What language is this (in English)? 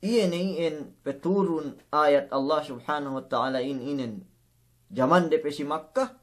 Yakan